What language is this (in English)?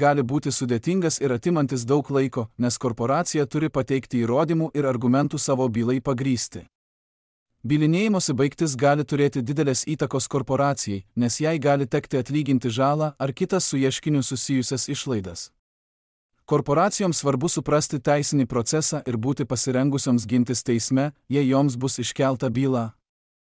Lithuanian